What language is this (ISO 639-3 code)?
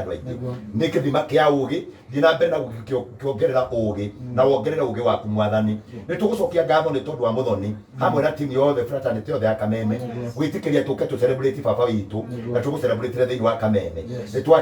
kik